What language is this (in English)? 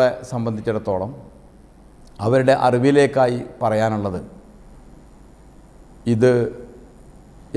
Malayalam